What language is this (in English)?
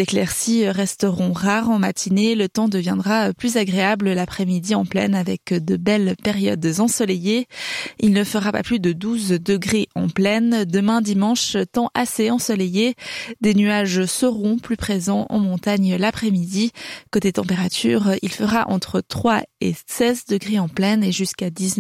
French